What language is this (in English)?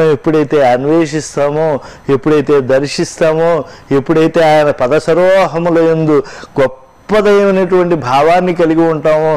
Telugu